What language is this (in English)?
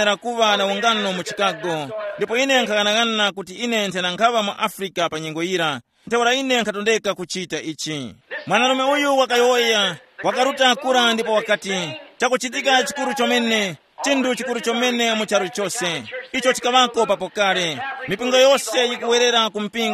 Tumbuka